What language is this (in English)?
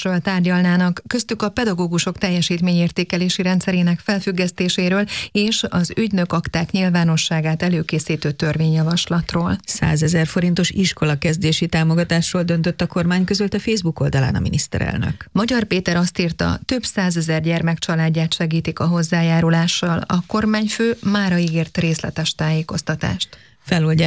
Hungarian